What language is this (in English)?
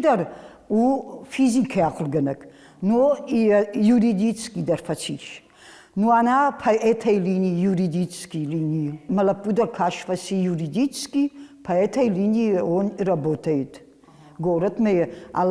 Ossetic